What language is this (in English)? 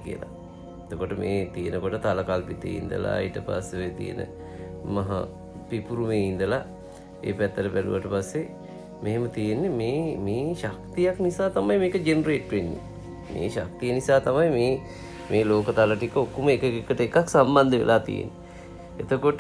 Sinhala